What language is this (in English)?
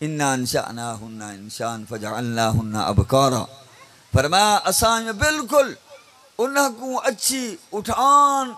Saraiki